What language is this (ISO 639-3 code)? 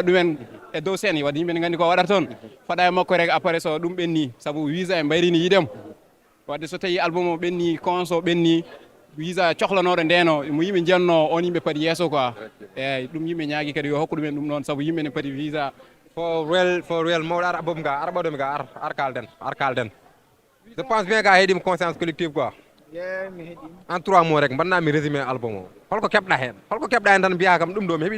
ful